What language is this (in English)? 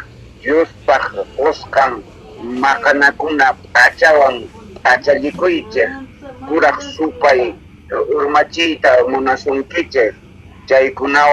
South Bolivian Quechua